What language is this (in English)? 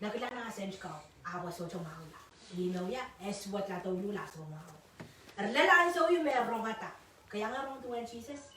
Pohnpeian